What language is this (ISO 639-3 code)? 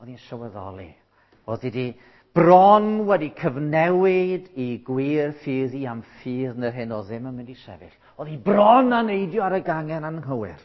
cym